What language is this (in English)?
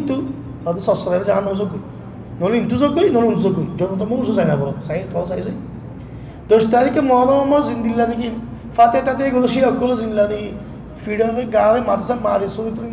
Rohingya